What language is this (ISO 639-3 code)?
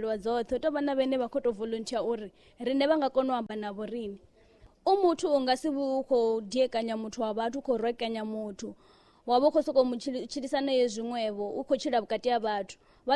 ven